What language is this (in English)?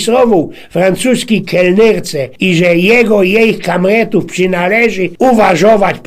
Silesian